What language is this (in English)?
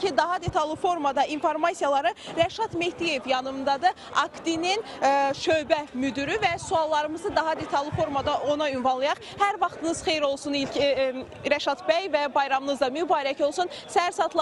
Azerbaijani